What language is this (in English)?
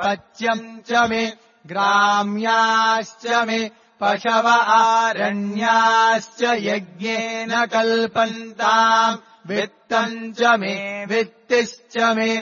Sanskrit